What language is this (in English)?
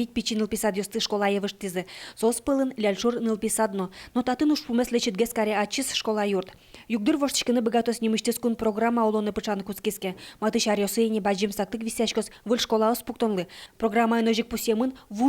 Udmurt